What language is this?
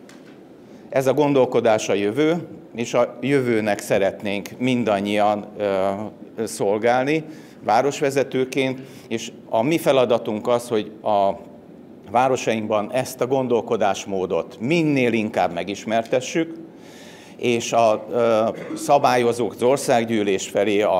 Hungarian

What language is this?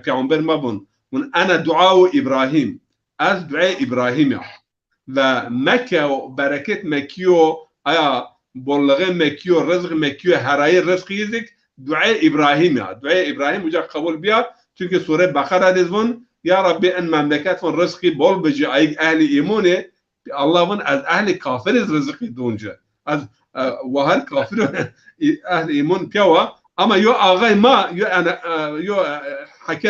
Zaza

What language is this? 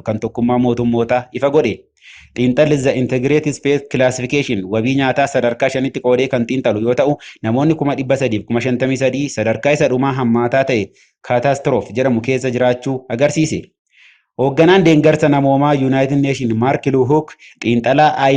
Oromo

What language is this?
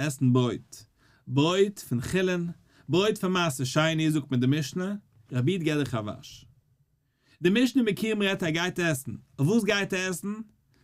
Yiddish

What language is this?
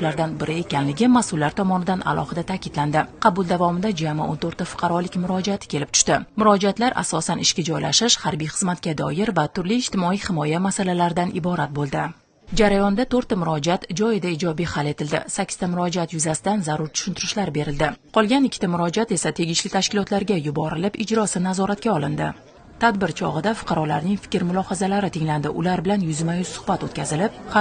Uzbek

